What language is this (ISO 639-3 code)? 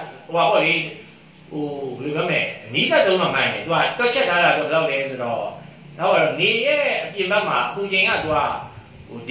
mya